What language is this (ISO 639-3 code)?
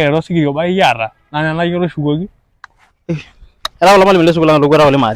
mas